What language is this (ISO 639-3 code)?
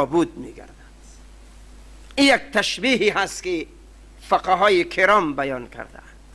fas